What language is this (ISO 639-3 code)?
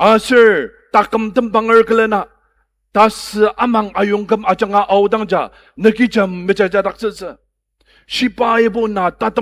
njo